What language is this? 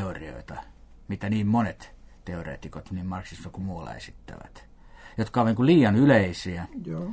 Finnish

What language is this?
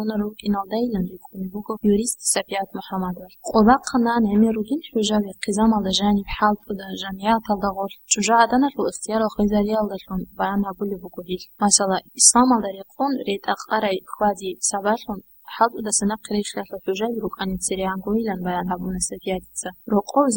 Avaric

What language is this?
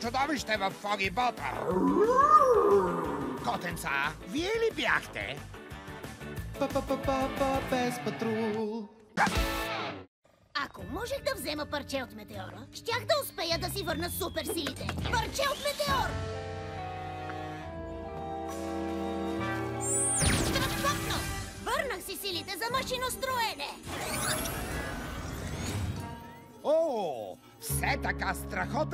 Bulgarian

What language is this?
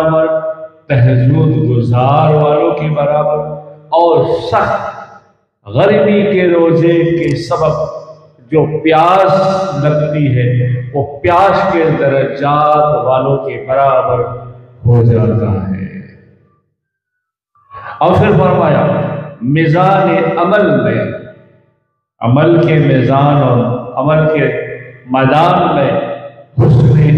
Urdu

